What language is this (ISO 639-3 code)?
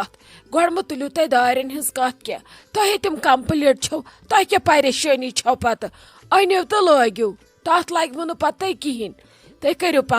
kas